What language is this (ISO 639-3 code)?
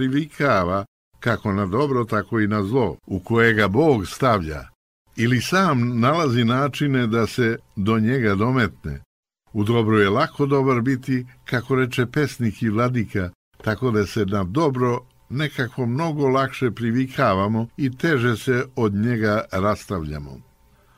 srp